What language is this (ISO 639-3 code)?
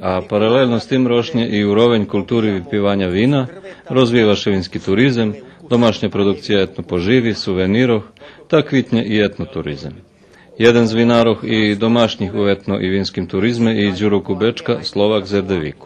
rue